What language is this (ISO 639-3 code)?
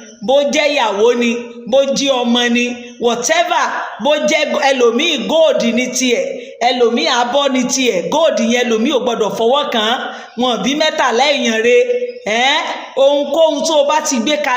yor